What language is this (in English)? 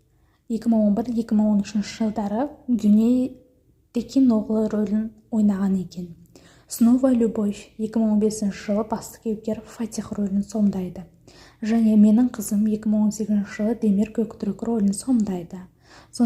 Kazakh